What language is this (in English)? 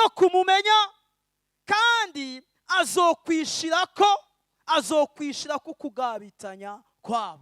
Rundi